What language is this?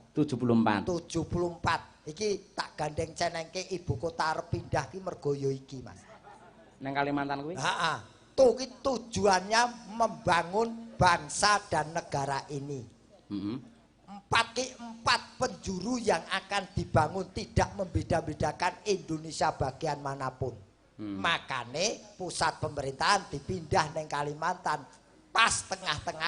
Javanese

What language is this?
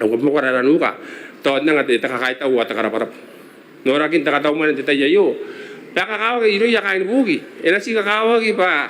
Gilbertese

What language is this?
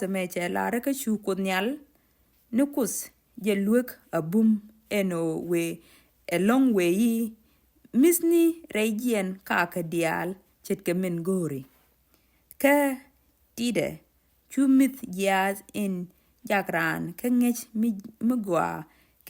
Nuer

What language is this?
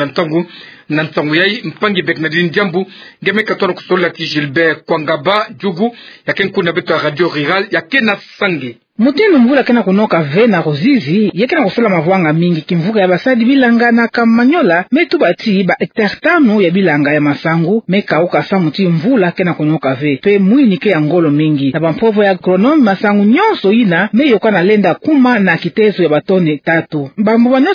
Kituba (Democratic Republic of Congo)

